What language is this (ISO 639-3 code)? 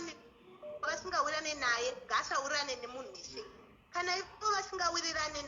sna